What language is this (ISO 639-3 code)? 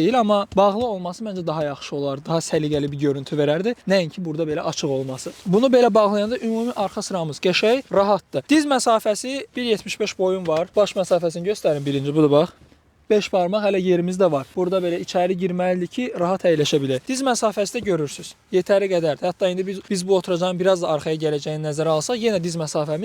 aze